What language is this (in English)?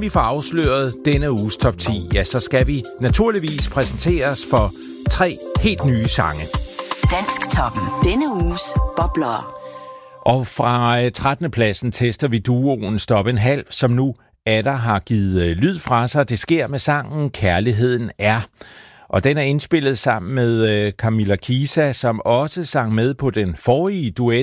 Danish